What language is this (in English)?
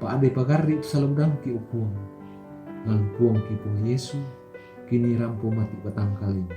Toraja-Sa'dan